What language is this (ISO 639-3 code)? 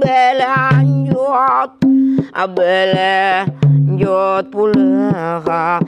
bjn